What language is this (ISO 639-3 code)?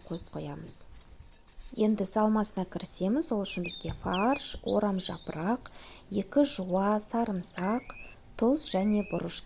kaz